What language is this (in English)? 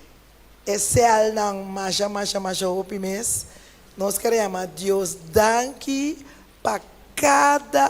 Papiamento